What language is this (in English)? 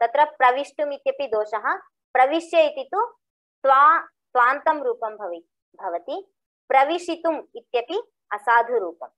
Sanskrit